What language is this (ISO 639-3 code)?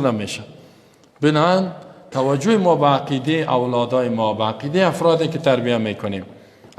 tgk